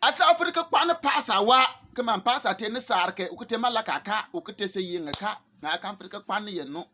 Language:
Bimoba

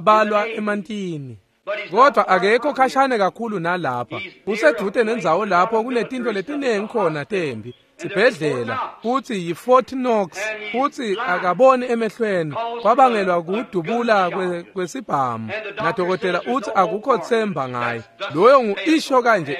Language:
Swati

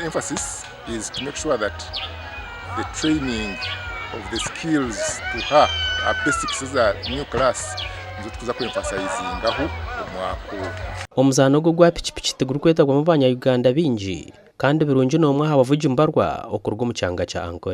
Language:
Nyankole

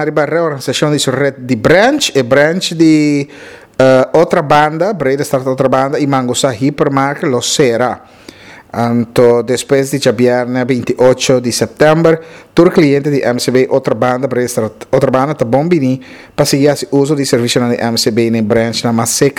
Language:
Papiamento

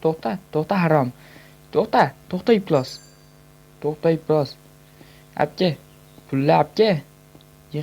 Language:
Uzbek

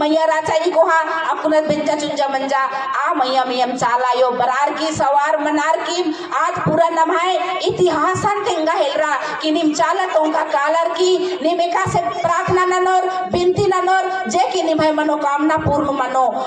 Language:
Kurukh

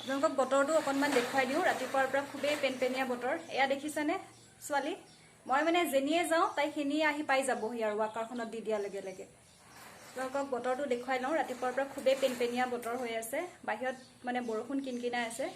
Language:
Assamese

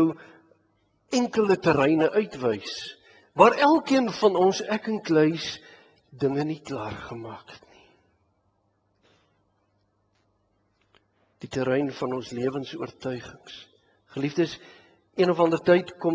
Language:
Afrikaans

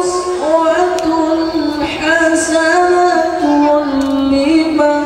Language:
Madurese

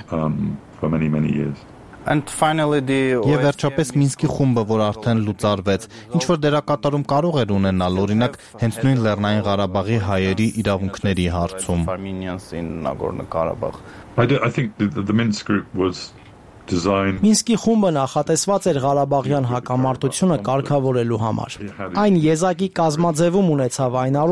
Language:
Armenian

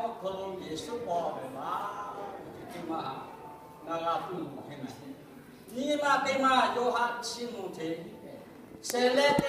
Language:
Lahu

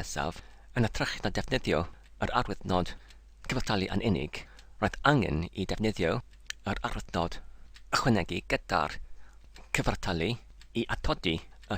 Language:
Welsh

